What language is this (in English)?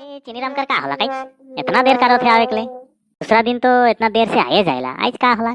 Sadri